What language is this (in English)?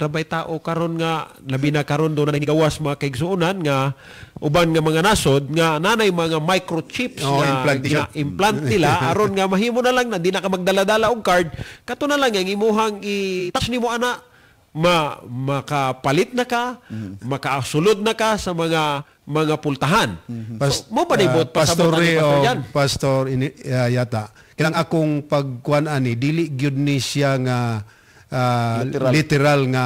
Cebuano